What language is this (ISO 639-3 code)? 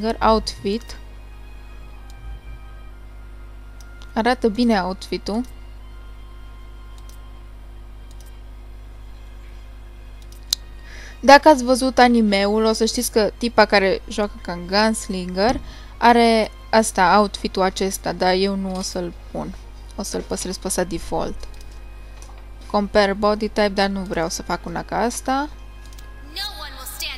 ron